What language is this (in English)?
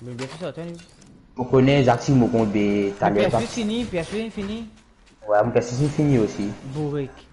Morisyen